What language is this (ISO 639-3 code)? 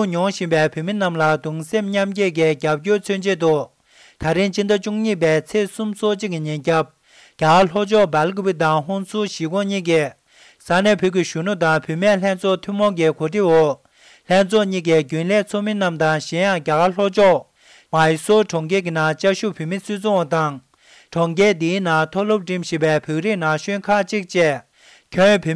bod